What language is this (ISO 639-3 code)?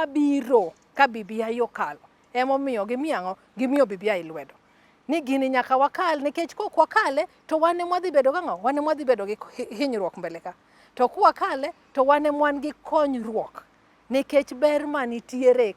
luo